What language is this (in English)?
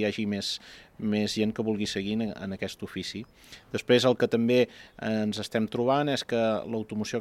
Catalan